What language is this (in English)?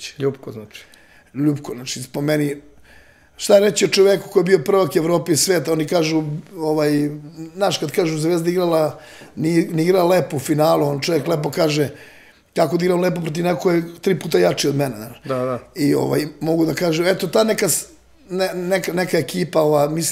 Serbian